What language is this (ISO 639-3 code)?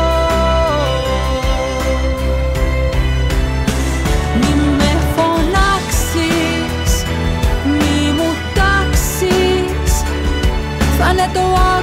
ell